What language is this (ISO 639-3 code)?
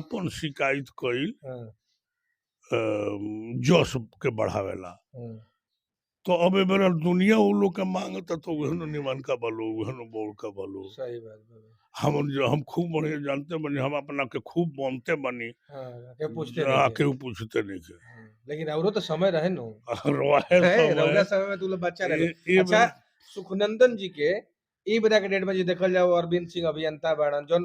bho